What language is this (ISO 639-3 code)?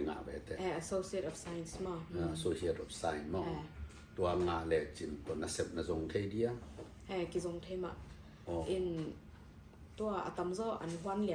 ctd